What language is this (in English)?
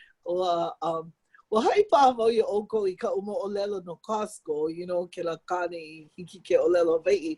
Hawaiian